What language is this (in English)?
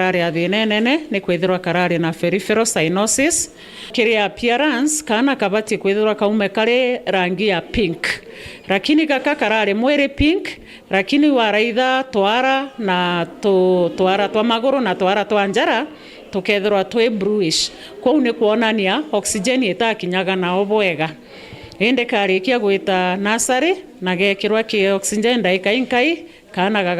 Meru